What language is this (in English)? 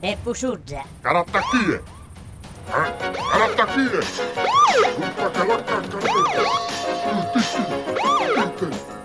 Sardinian